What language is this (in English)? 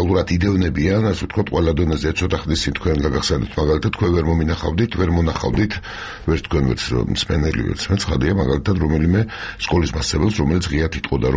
Georgian